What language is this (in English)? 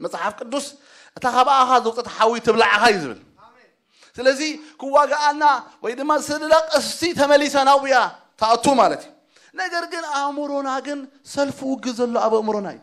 Tigrinya